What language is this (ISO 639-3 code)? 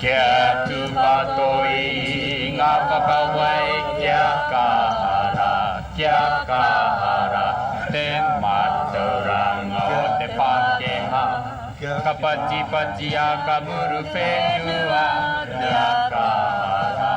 mri